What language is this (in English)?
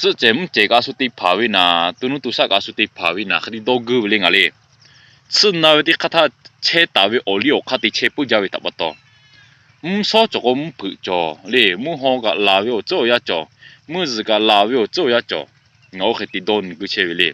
Lahu